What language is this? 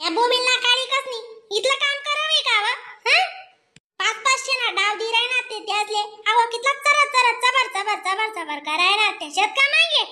Khandesi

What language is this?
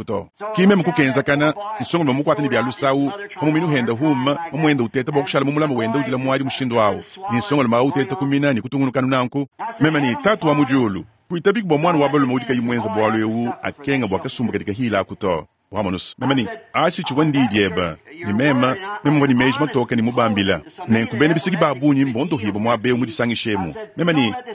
Luba-Lulua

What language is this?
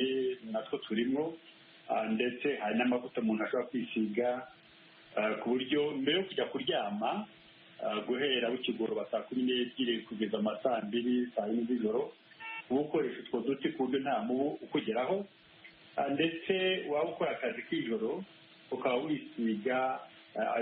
Kinyarwanda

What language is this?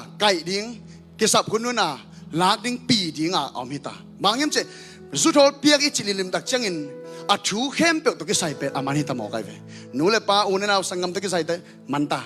Tedim Chin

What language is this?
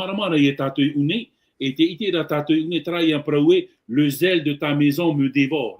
Tahitian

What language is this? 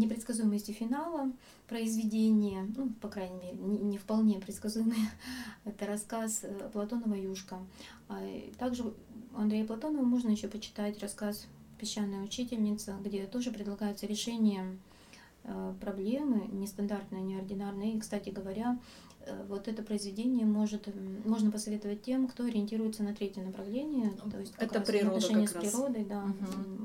Russian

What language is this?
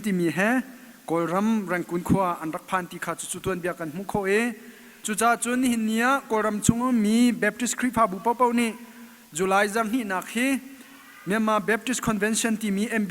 Hakha Chin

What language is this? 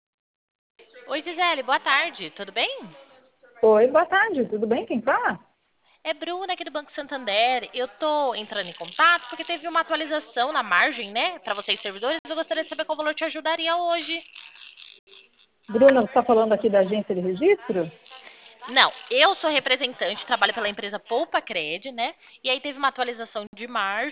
Portuguese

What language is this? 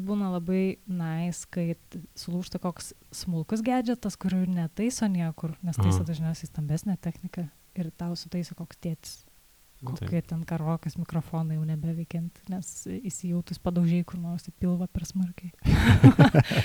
Lithuanian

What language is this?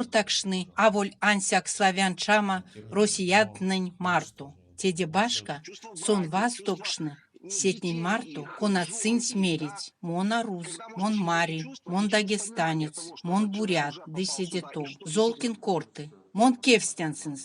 Erzya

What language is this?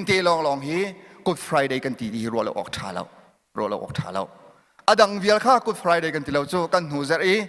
Hakha Chin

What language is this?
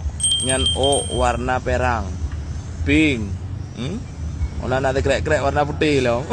Achinese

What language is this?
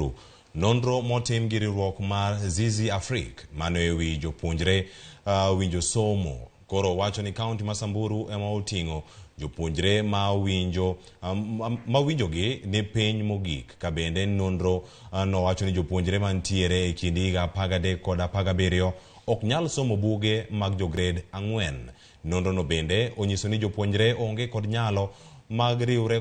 Luo (Kenya and Tanzania)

